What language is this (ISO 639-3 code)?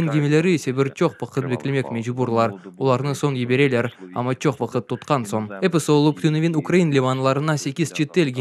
crh